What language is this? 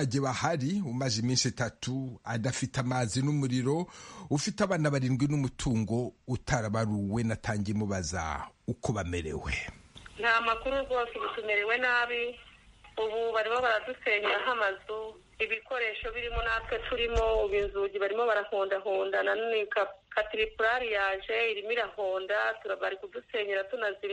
Kinyarwanda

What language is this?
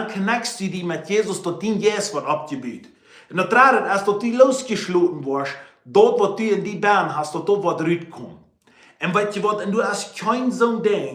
Plautdietsch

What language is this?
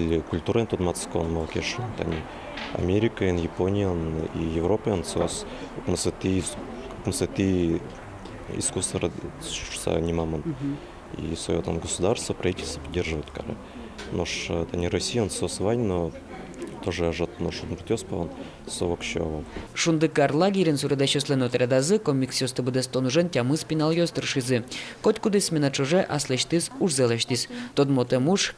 Udmurt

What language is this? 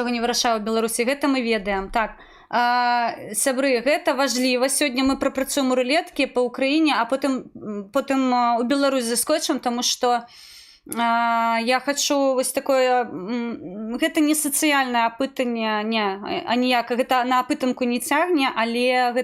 Belarusian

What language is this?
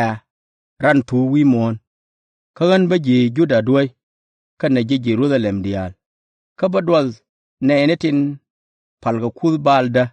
Nuer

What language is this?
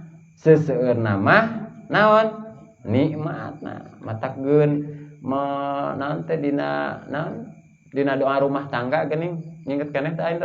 Sundanese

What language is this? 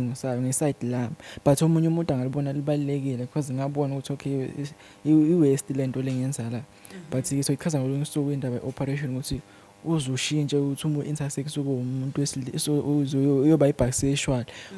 Zulu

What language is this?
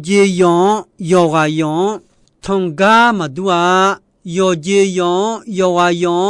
Akha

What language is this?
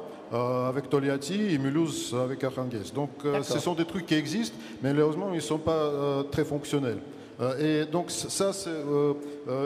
French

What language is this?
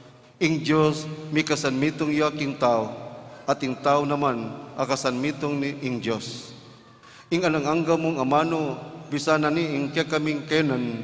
Pampanga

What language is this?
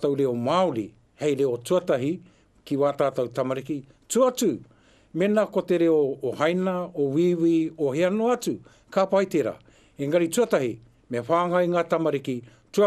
Māori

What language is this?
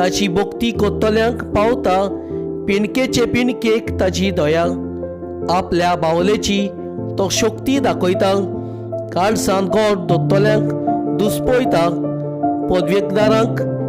Konkani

